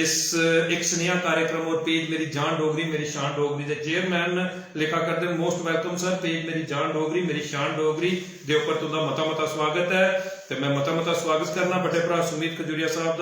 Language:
Dogri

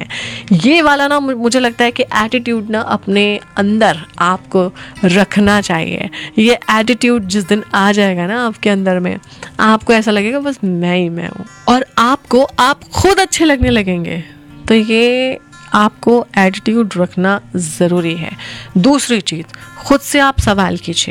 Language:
Hindi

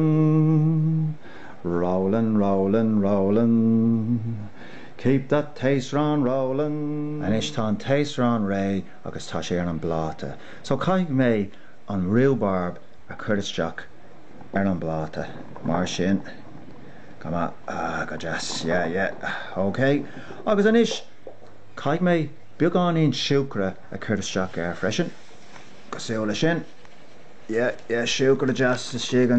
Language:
Irish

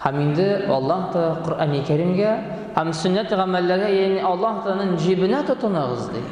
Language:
Tatar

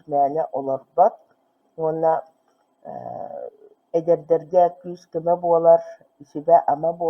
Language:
Yakut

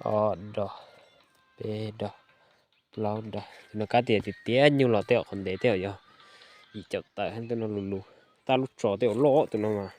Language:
Hmong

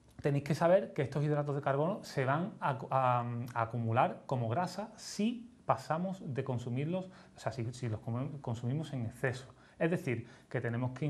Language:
Spanish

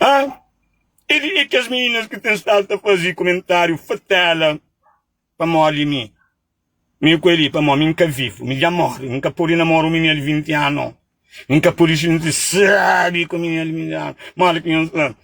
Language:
Kabuverdianu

